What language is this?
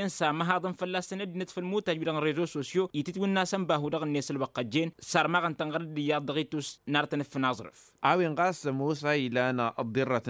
Tamasheq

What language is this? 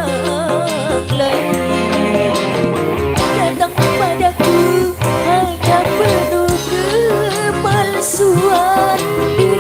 Betawi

